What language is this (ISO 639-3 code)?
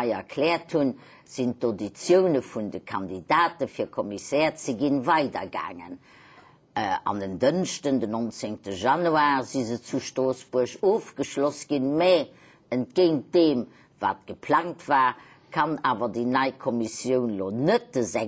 ltz